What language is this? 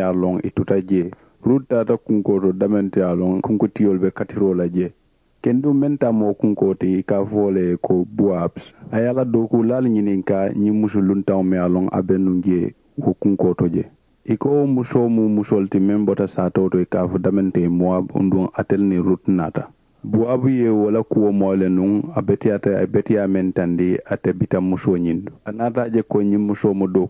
Mandingo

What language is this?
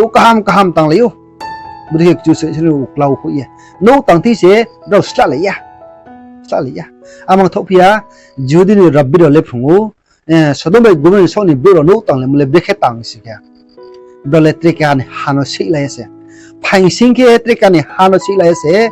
Riang (India)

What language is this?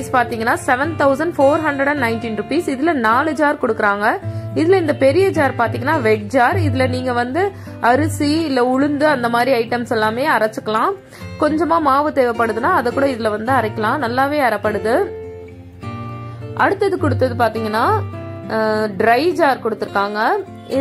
Tamil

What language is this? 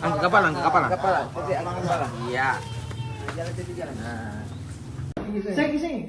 Ambonese Malay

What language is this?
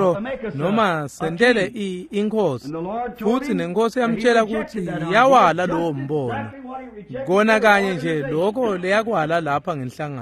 Swati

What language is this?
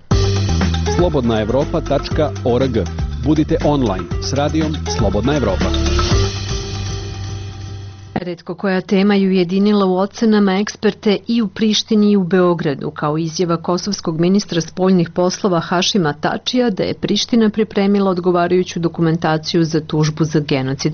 Serbian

